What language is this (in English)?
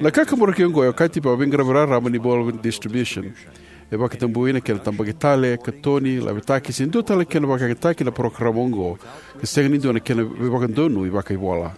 Fijian